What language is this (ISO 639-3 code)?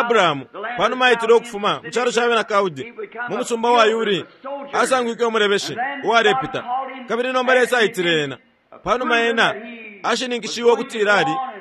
bem